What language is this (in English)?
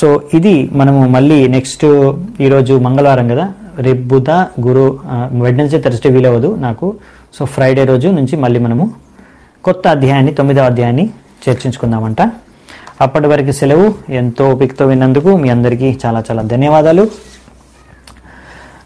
Telugu